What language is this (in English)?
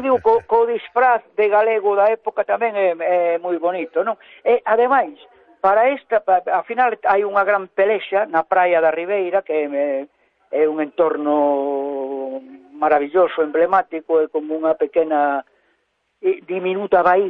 Galician